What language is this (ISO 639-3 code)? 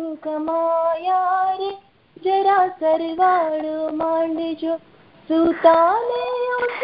guj